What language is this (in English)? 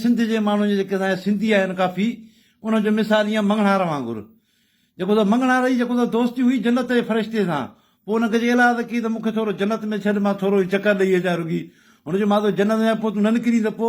Sindhi